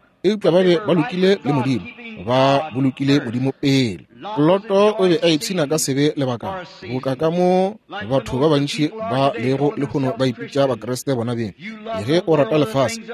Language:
Northern Sotho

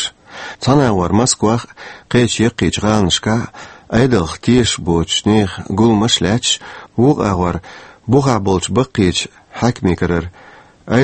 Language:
Chechen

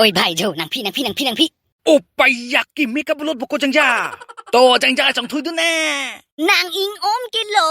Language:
Karbi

